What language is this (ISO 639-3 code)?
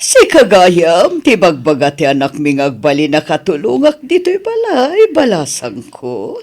ilo